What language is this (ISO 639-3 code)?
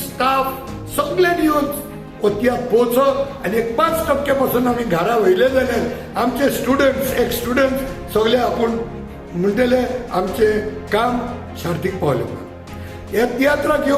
kok